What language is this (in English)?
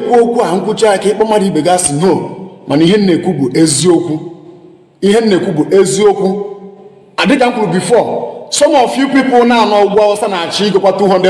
Igbo